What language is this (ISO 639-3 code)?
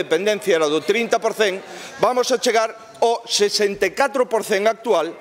glg